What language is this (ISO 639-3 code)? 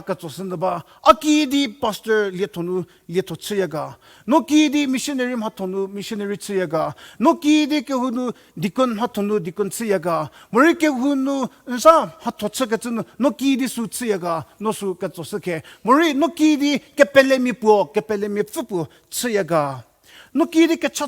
njm